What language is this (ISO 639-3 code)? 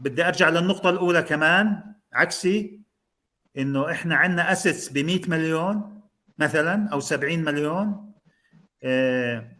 apc